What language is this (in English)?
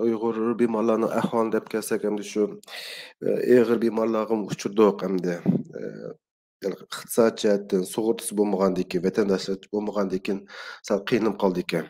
Uyghur